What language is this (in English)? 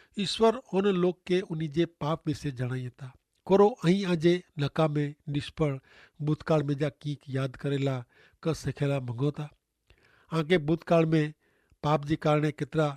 Kachhi